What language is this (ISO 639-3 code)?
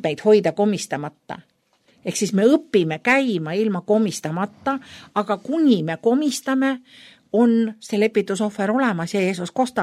est